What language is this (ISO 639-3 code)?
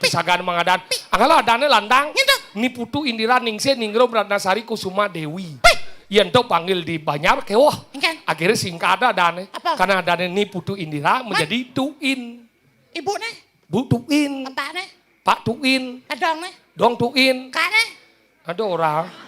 ban